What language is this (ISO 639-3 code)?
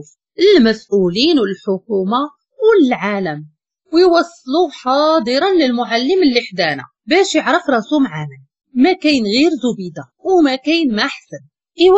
ary